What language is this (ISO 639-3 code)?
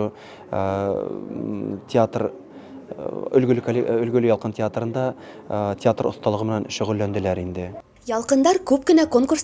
bak